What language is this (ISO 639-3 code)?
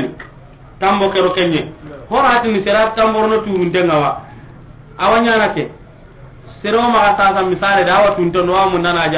snk